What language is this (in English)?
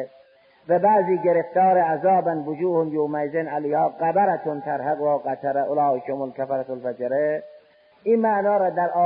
Persian